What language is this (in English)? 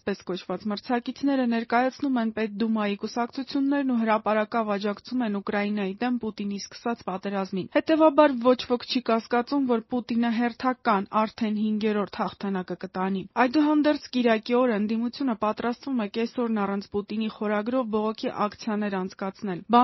Armenian